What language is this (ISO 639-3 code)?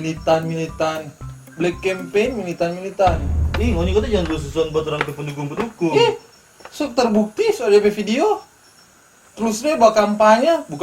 xmm